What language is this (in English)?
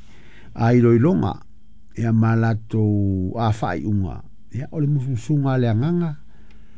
Samoan